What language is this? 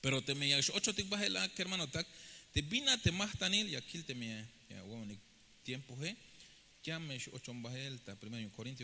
Tzeltal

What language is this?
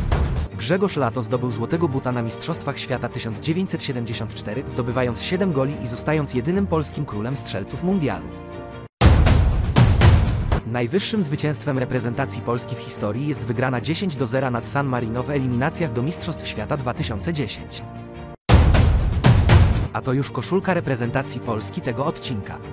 Polish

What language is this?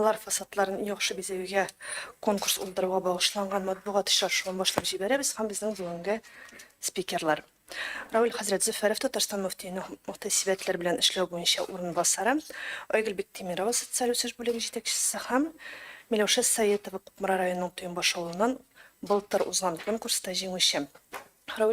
Tatar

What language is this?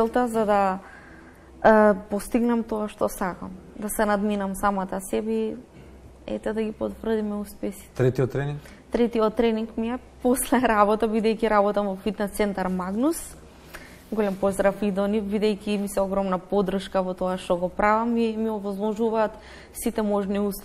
Macedonian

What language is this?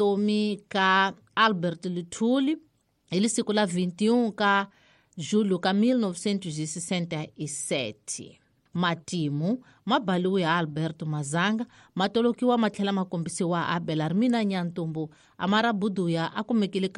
Tsonga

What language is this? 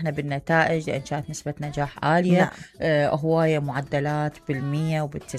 Mesopotamian Arabic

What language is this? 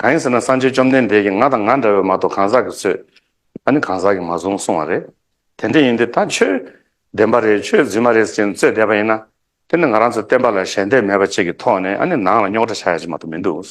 Tibetan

